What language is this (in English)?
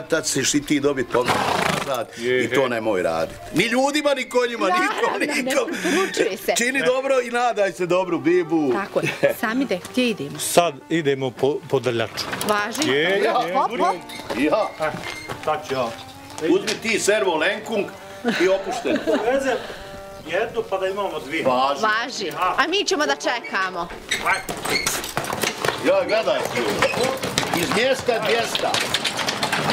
Bosnian